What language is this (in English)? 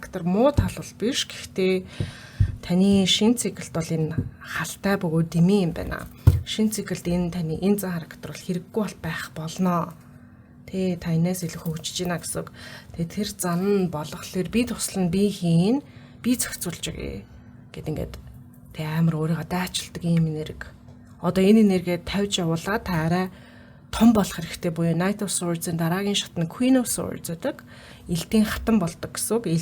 Mongolian